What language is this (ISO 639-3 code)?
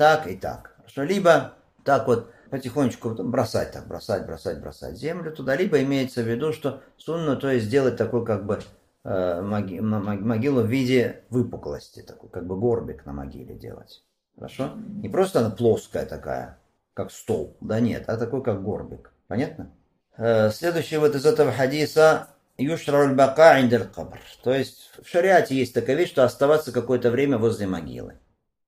rus